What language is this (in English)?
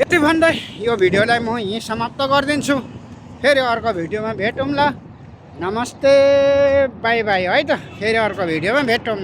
Nepali